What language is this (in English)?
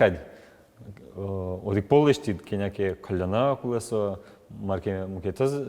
Udmurt